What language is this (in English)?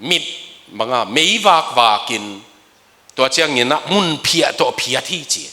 Tedim Chin